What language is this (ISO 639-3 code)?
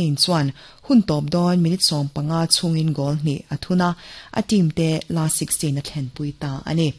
lus